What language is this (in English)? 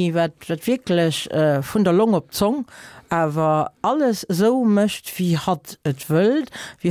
Luxembourgish